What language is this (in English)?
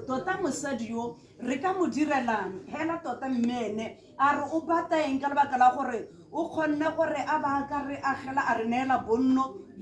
Tswana